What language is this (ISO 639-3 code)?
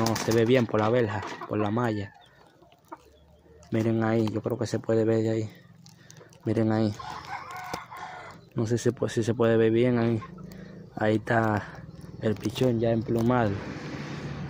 spa